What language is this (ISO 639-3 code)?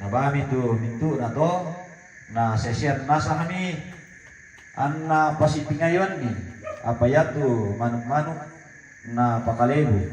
sda